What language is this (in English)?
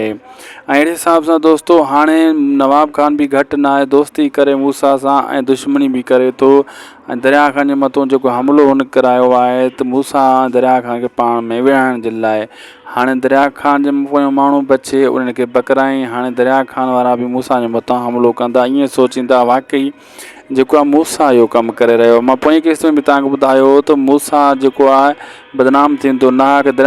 Sindhi